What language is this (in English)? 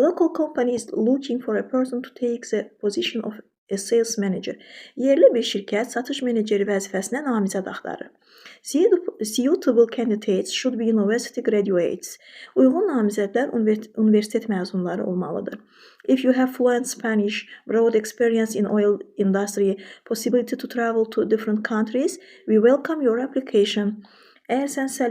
Azerbaijani